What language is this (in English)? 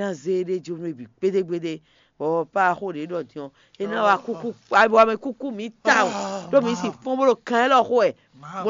Fon